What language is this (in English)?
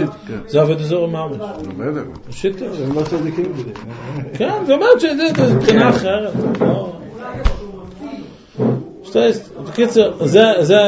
Hebrew